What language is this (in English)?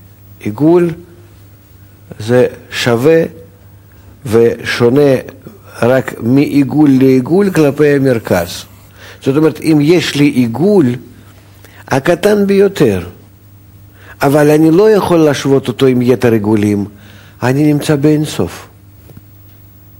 Hebrew